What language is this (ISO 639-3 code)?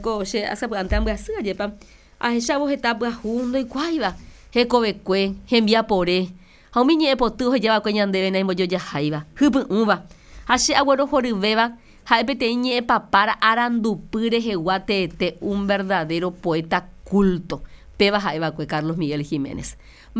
grn